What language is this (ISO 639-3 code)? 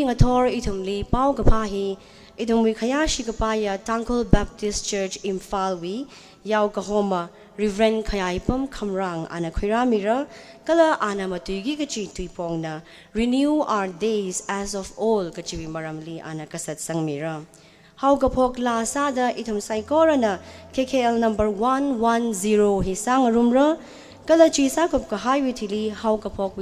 nmf